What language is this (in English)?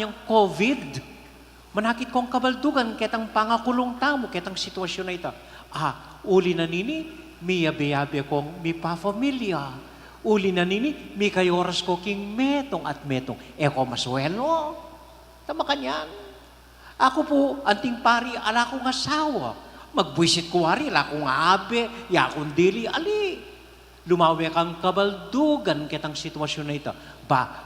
Pampanga